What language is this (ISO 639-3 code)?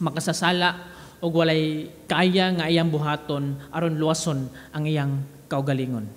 ceb